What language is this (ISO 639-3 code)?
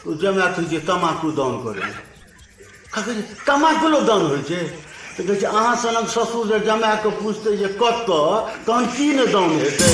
mai